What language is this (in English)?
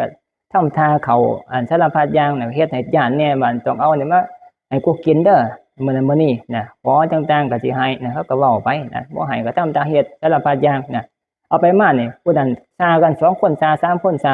Northeastern Thai